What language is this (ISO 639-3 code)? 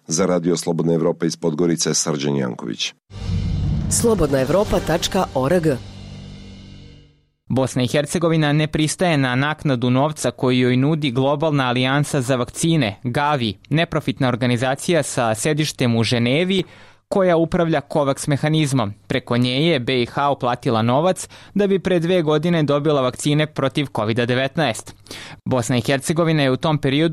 srp